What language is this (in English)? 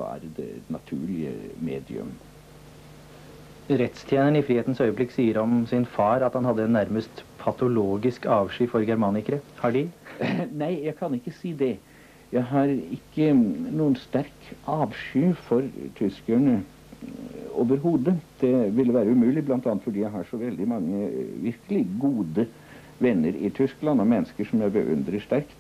Norwegian